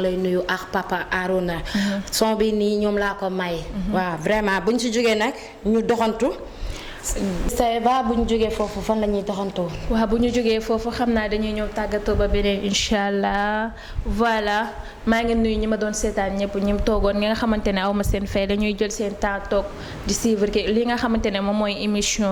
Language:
Wolof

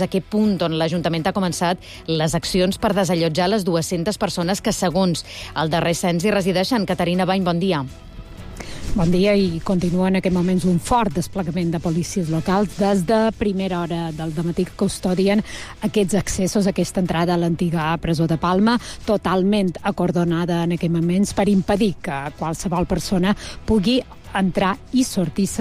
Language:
Catalan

